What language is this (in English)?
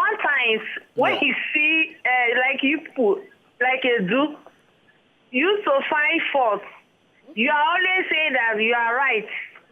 Nigerian Pidgin